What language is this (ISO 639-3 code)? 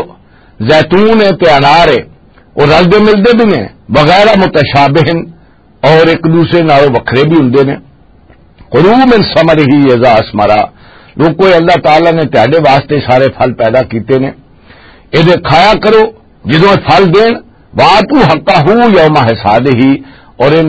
lah